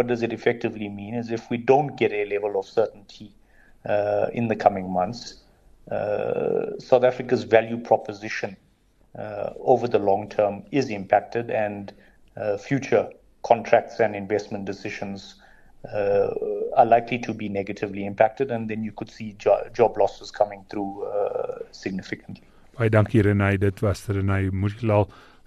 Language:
Afrikaans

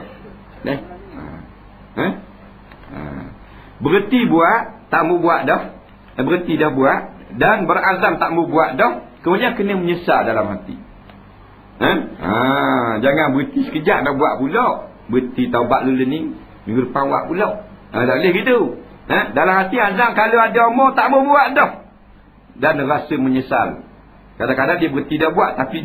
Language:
Malay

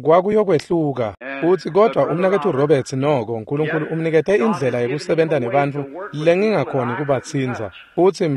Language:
Swati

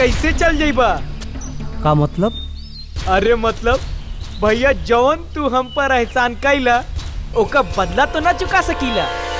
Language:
Bhojpuri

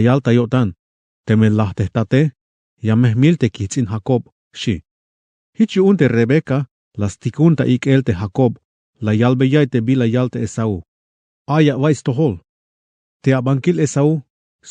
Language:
Tzeltal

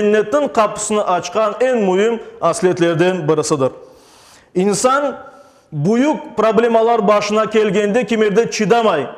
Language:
Crimean Tatar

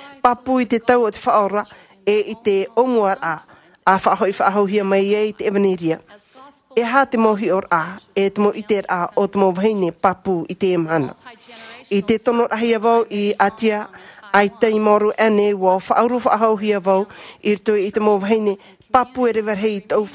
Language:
Tahitian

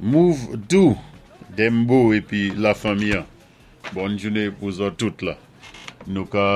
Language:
Saint Lucian Creole French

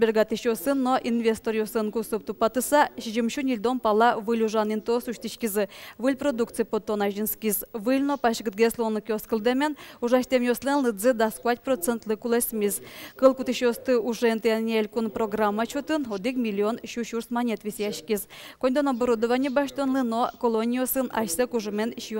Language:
Udmurt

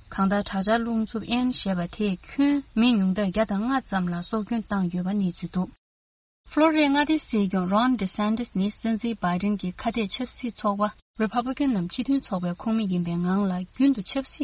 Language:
Tibetan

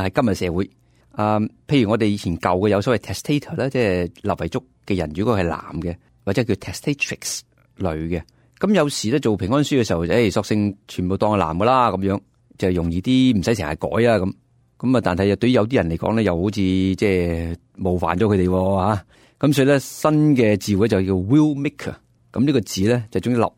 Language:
Cantonese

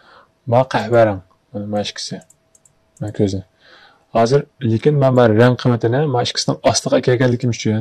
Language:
Uyghur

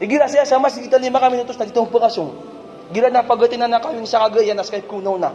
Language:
Maranao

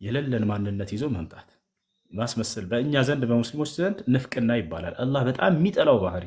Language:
Amharic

